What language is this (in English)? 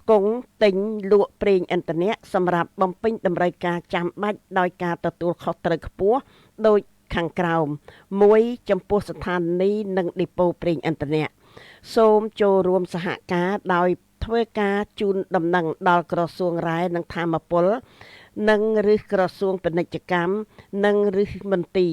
Khmer